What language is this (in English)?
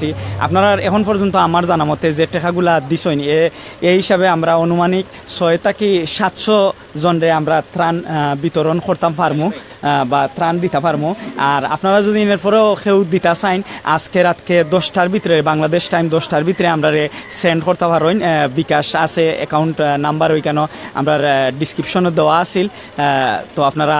Sylheti